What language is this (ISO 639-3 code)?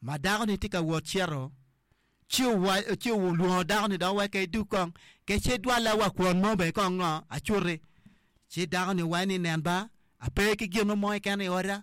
ach